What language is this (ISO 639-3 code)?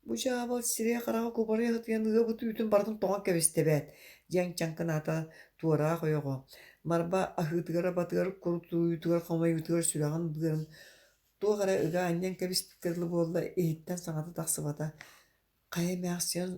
sah